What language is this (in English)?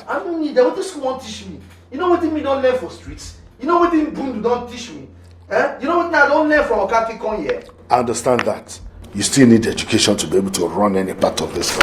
Nigerian Pidgin